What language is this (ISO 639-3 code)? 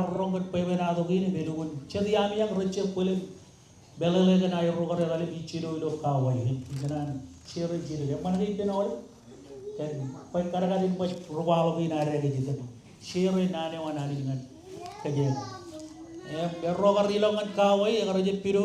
mah